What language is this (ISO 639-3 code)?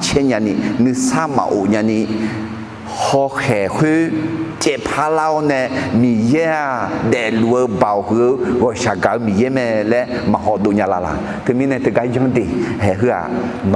ahk